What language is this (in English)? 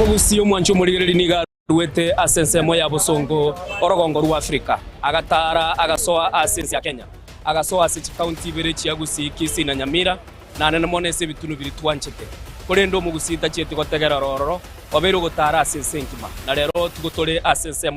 Gusii